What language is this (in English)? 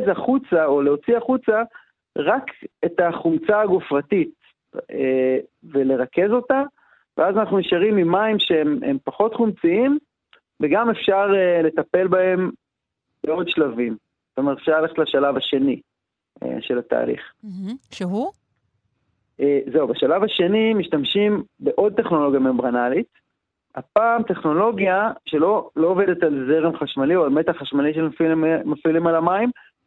Hebrew